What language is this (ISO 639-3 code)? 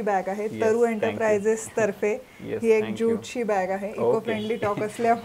mar